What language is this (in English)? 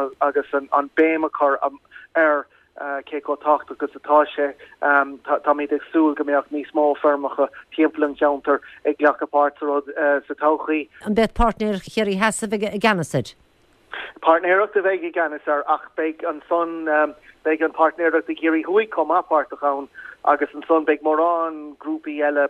Irish